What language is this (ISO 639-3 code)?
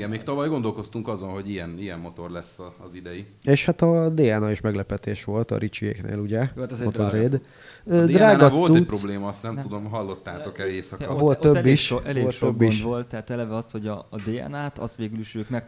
hun